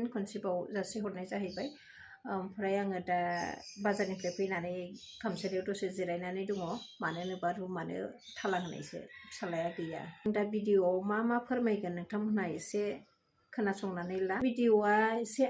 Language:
Bodo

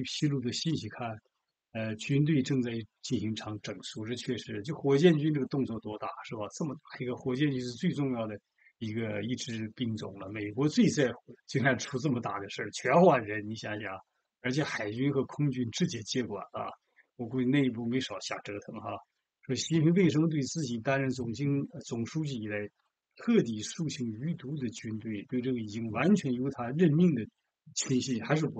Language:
Chinese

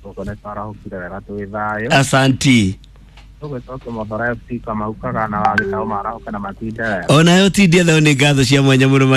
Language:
Kikuyu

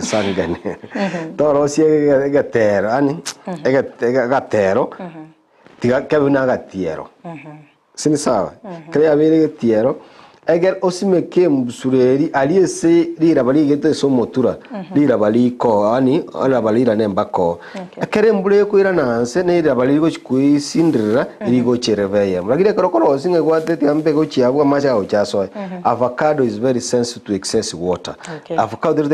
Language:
Gusii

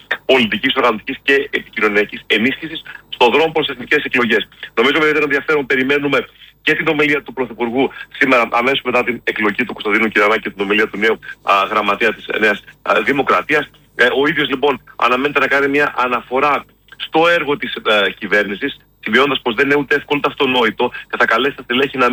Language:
Greek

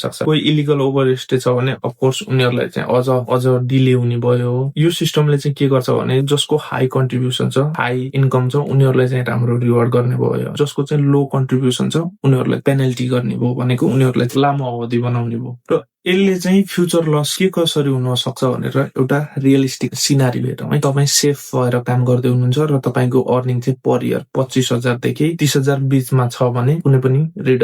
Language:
Nepali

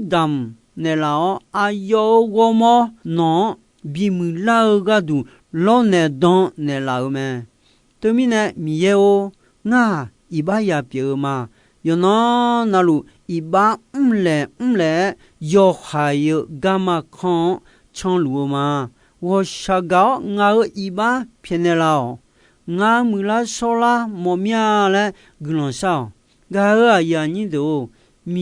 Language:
Akha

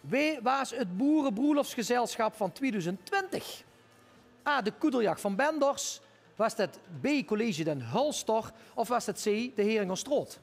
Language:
Limburgish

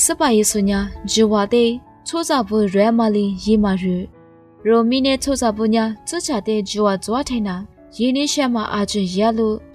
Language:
Lisu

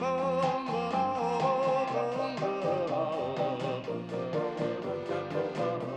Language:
Bashkir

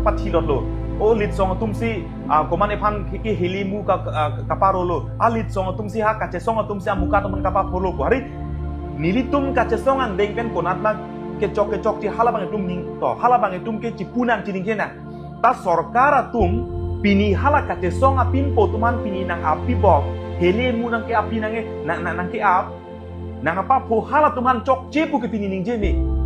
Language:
Karbi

